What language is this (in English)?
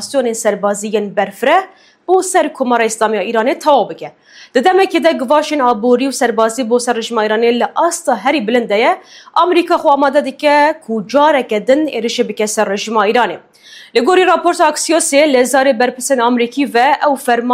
Kurdish